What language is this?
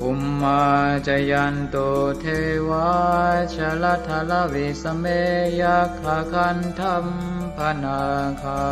Pali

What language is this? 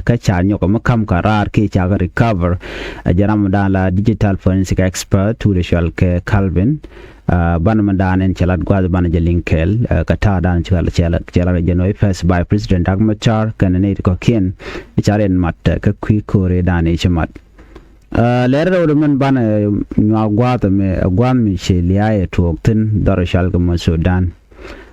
Nuer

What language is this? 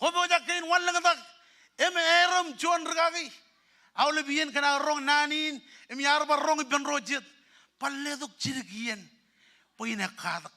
Marshallese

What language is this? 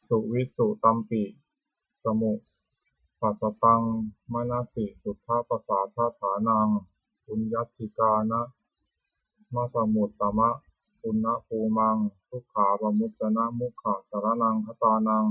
Pali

